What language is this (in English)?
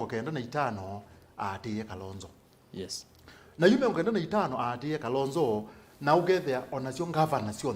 Kamba